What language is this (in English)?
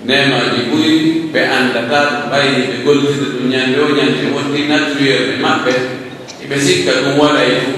Pular